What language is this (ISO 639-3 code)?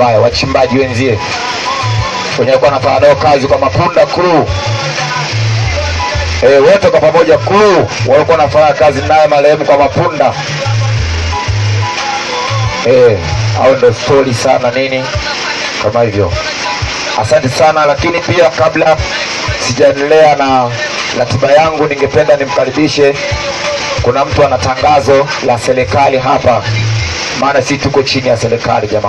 swa